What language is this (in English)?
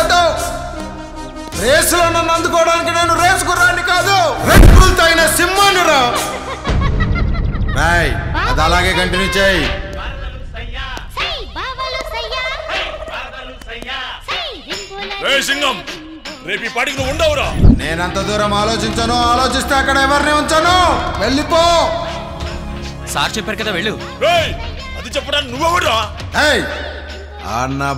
Telugu